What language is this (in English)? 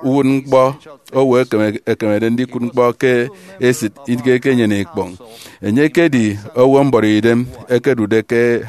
Efik